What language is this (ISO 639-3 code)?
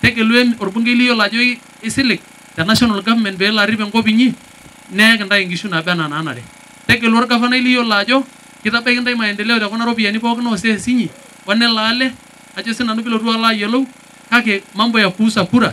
mas